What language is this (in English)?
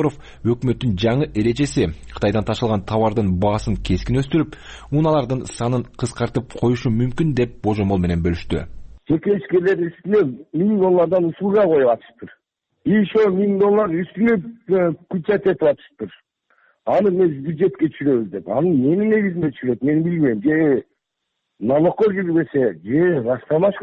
Kyrgyz